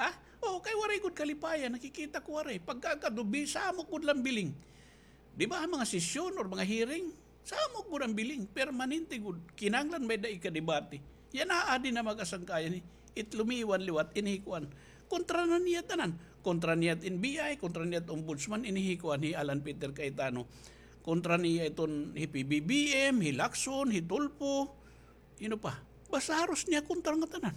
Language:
Waray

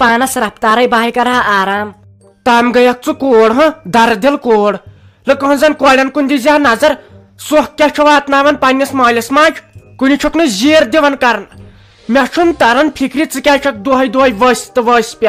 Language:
Kashmiri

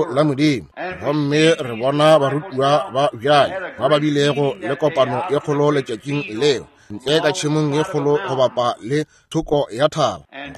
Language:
Northern Sotho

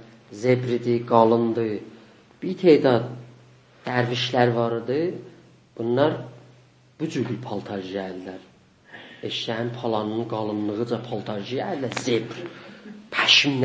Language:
South Azerbaijani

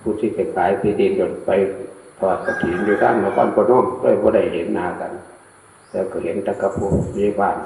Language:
Northeastern Thai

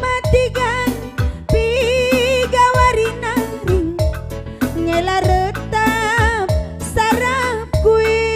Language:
Batak Karo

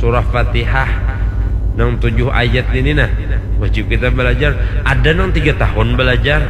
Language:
Banjar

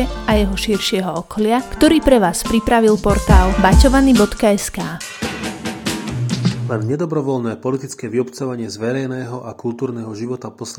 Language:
Slovak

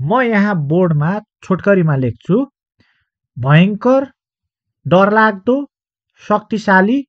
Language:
Nepali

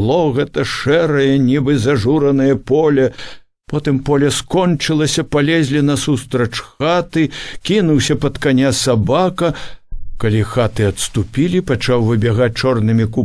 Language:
Belarusian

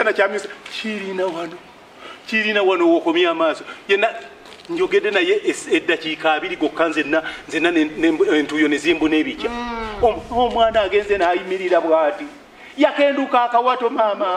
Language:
Ganda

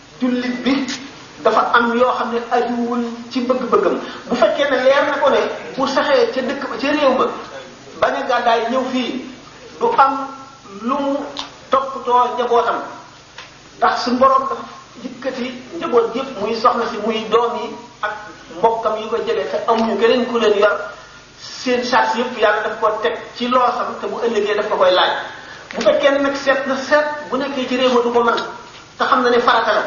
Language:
Wolof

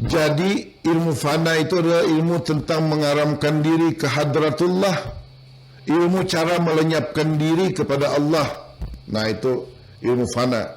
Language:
Banjar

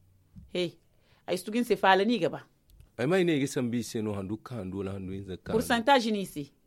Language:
Zarma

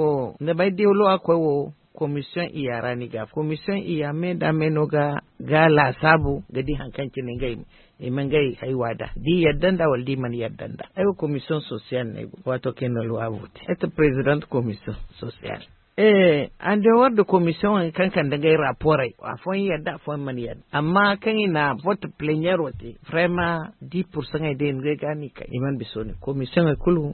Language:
Zarma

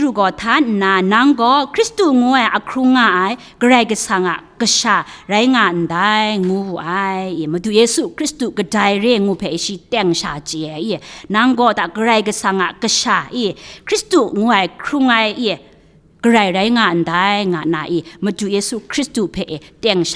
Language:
Kachin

